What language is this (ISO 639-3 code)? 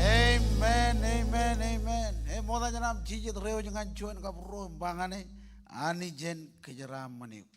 mah